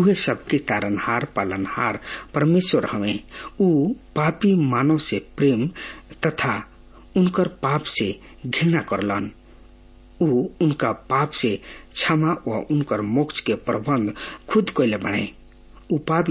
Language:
Bhojpuri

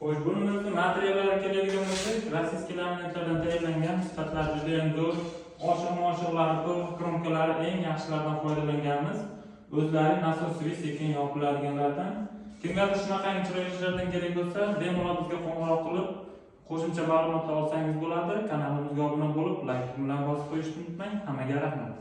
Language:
Uzbek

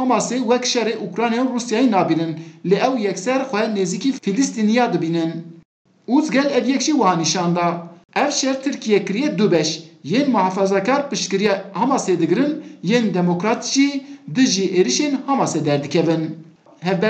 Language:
Kurdish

